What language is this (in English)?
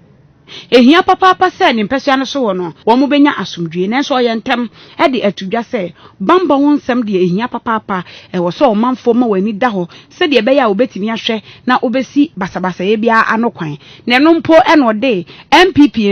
Akan